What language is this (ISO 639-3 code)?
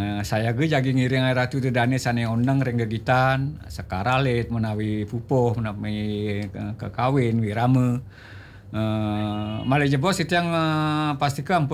ban